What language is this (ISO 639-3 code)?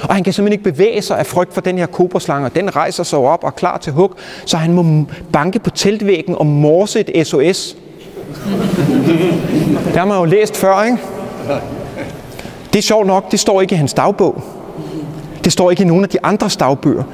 dan